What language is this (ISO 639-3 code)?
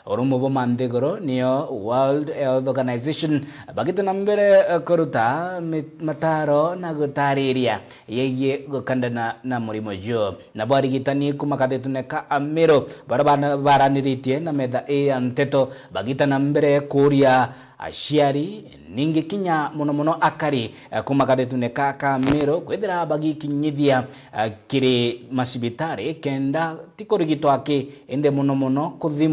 mer